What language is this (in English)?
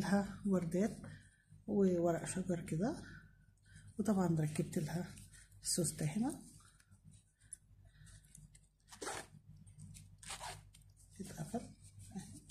Egyptian Arabic